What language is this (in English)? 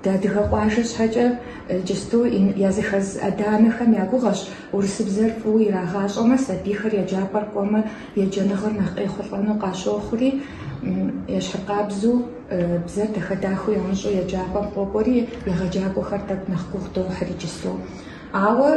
Kabardian